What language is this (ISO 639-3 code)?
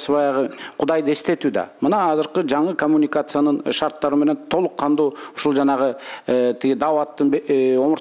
kir